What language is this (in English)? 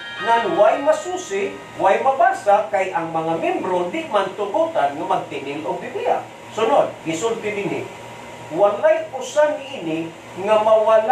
Cebuano